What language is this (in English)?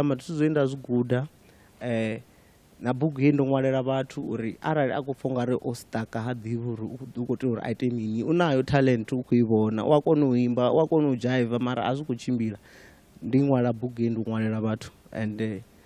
Venda